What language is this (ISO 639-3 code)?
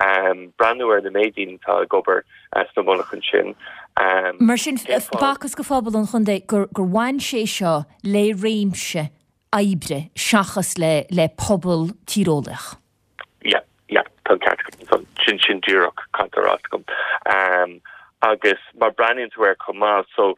gle